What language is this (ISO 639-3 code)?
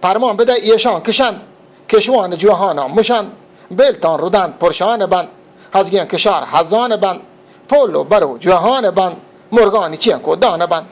bgp